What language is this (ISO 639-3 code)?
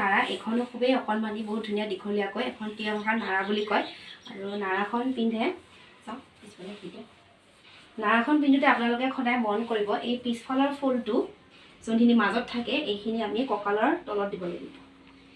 asm